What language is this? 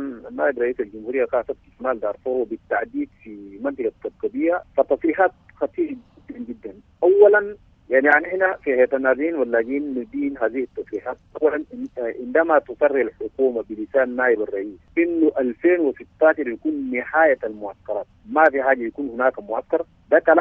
Sudanese Arabic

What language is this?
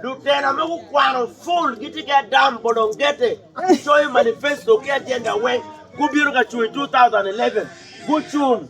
Acoli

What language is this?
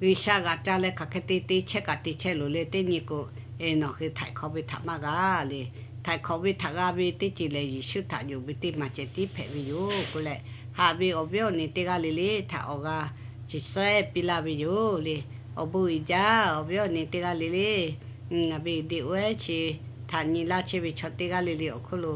Lahu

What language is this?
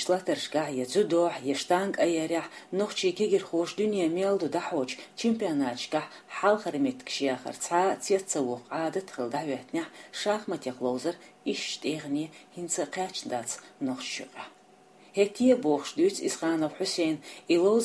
Chechen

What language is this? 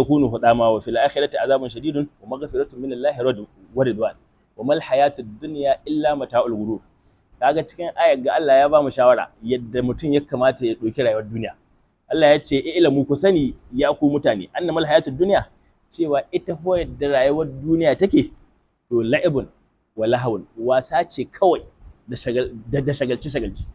Hausa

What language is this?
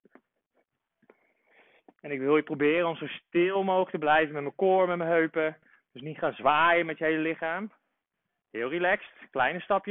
Dutch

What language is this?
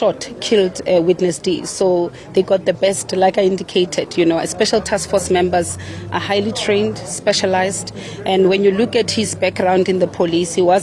Tsonga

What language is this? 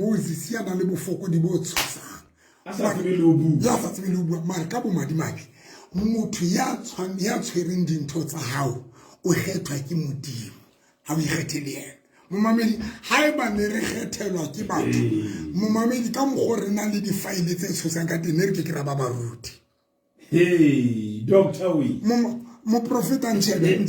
Southern Sotho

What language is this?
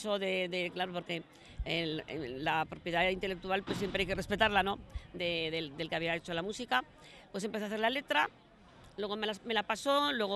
Spanish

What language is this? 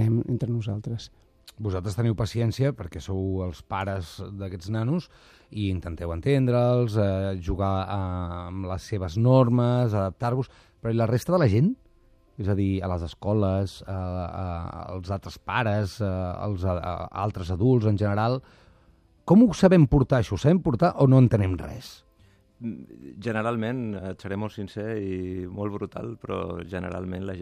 Catalan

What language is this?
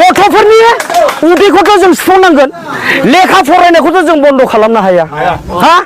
Bodo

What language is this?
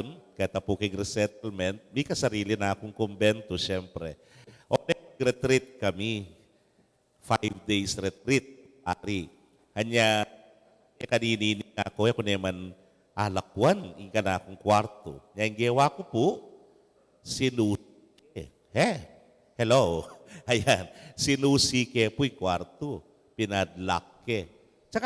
Pampanga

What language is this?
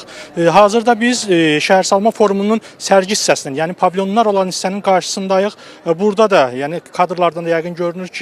Azerbaijani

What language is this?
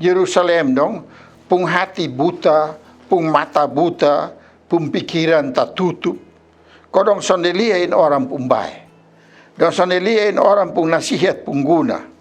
Kupang Malay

